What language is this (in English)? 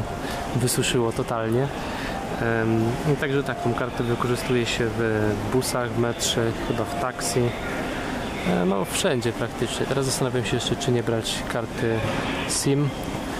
Polish